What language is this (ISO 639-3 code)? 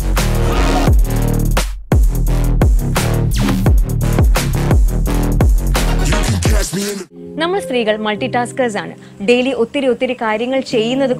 mal